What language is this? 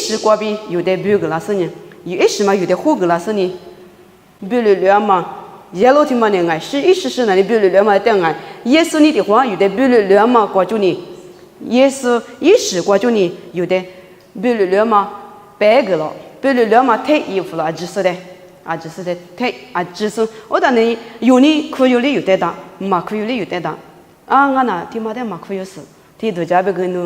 Lisu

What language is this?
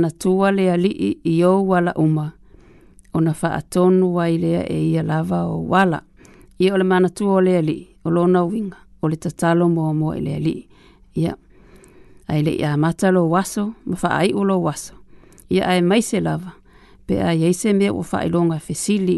Samoan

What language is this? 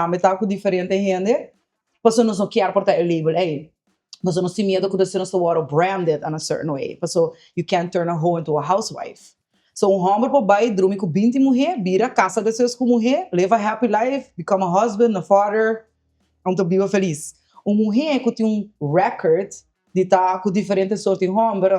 Papiamento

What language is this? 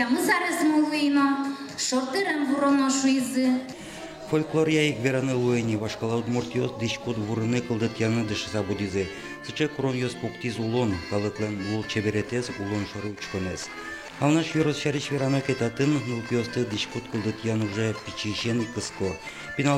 Udmurt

